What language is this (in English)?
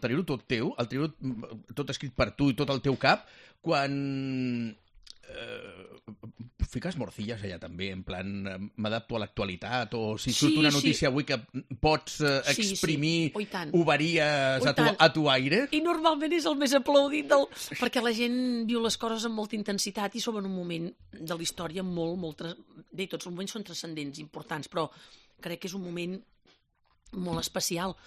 Catalan